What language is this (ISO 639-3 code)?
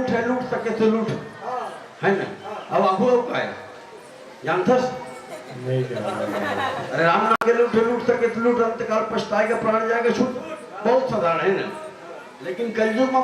hne